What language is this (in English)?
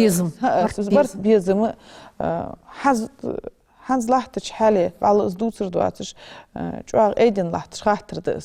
Ingush